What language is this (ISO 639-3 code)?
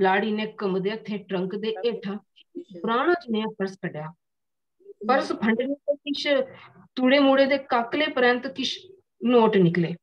doi